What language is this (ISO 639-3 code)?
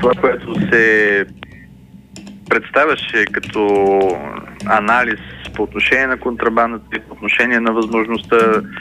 bul